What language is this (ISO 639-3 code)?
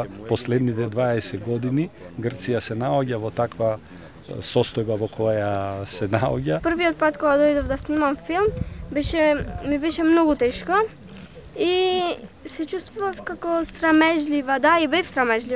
mkd